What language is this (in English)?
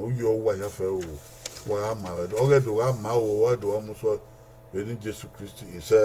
Bini